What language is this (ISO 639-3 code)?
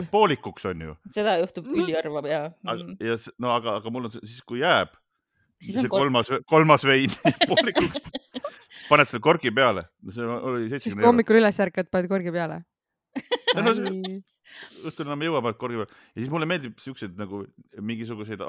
est